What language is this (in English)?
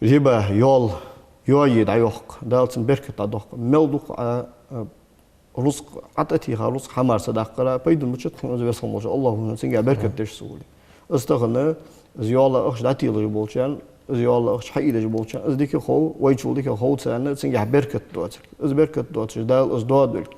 Ingush